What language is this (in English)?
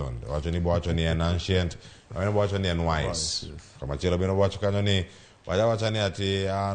Luo (Kenya and Tanzania)